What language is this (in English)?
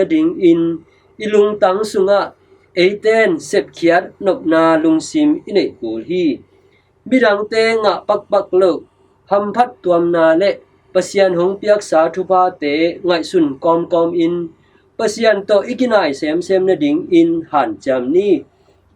Tedim Chin